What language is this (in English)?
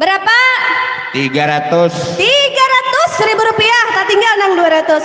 Banjar